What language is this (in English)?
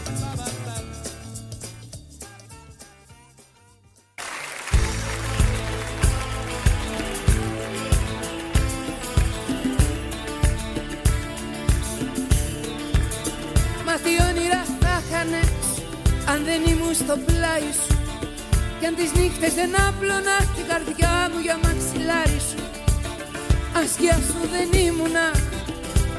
Greek